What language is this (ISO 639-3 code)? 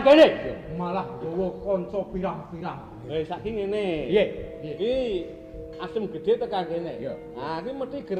jav